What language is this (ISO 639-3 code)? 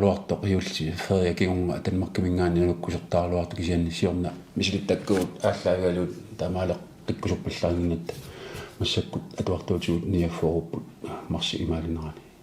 kal